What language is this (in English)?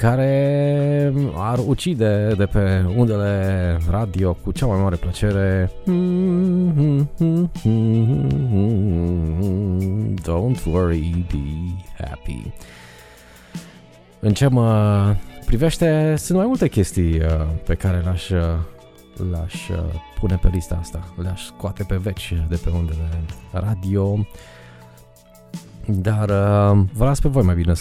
Romanian